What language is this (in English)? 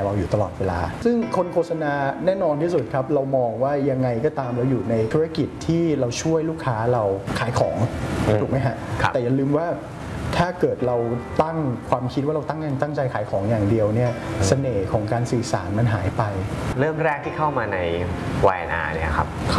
Thai